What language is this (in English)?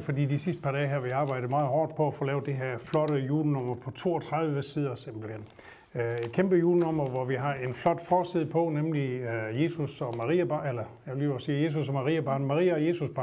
Danish